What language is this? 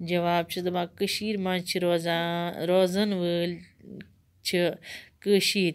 Kashmiri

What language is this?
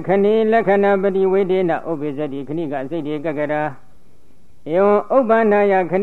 Burmese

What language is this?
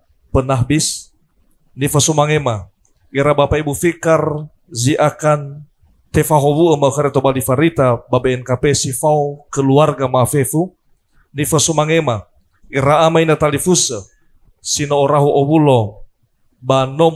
Nias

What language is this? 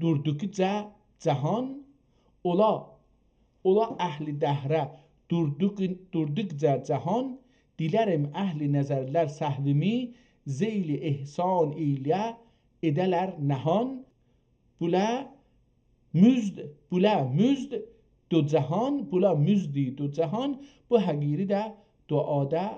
South Azerbaijani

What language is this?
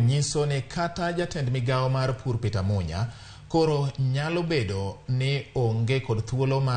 Luo (Kenya and Tanzania)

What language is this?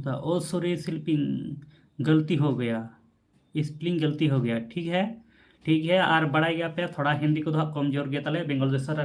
Santali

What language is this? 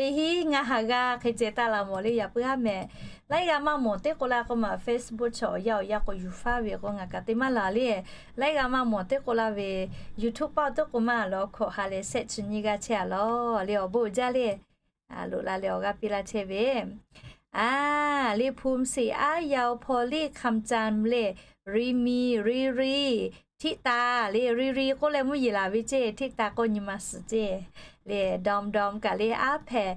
Lahu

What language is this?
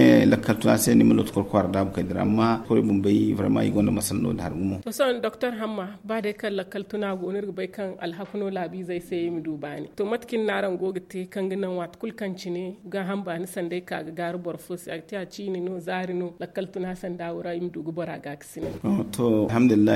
Zarma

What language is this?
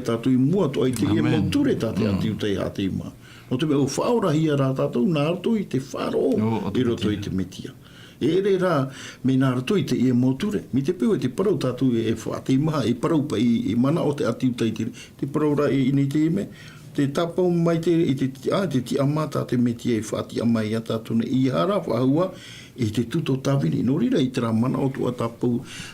Tahitian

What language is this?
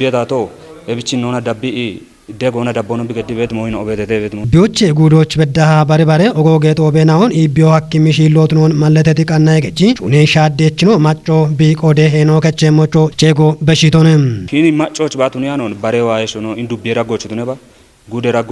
Kafa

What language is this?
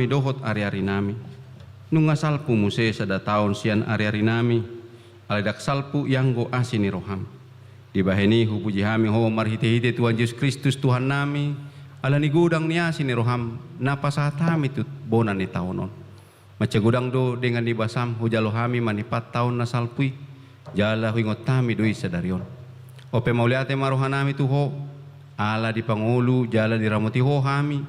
Batak Toba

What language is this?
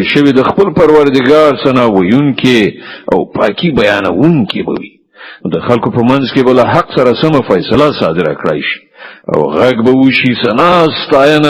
Pashto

